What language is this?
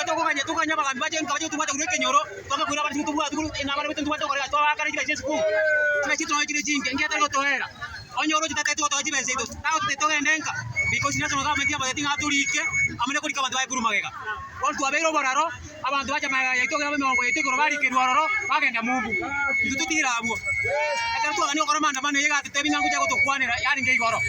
Gusii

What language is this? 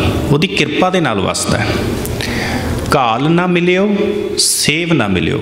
Punjabi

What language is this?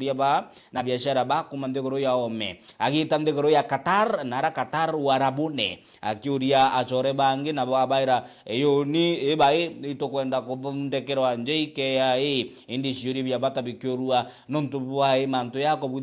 Meru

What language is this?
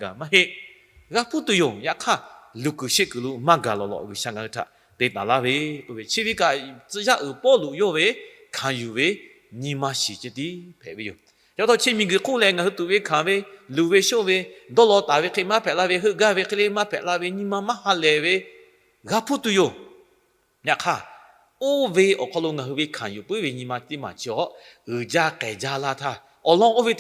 Lahu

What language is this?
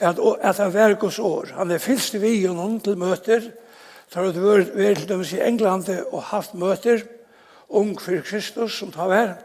Faroese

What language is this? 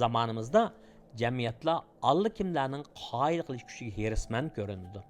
Uyghur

